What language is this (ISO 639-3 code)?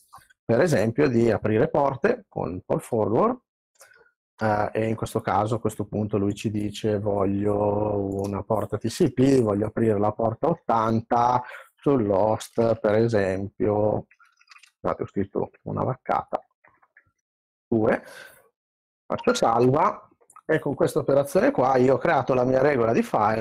ita